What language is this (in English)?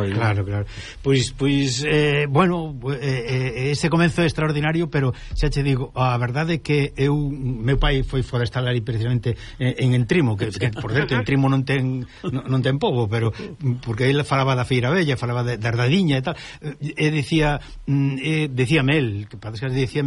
Galician